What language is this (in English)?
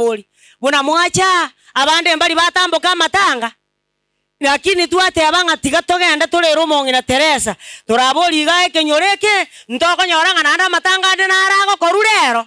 Gusii